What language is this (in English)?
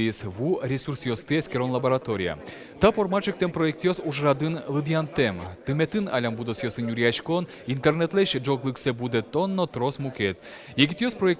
Udmurt